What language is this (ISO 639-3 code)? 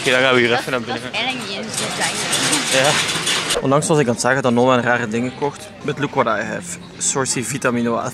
nld